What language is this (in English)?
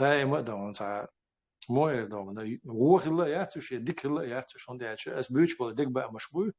Chechen